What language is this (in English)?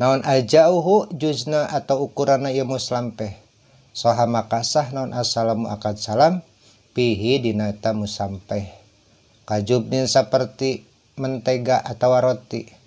Sundanese